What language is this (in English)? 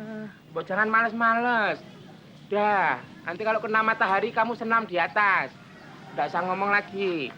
Betawi